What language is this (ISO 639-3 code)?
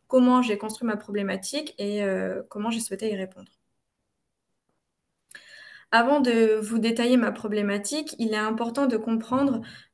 fra